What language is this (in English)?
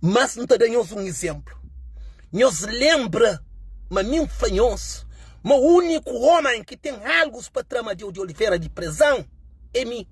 Kabuverdianu